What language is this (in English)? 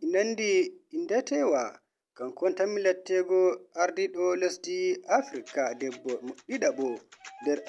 Nigerian Fulfulde